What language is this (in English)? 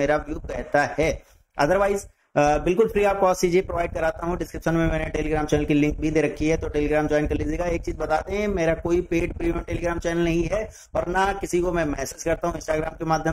Hindi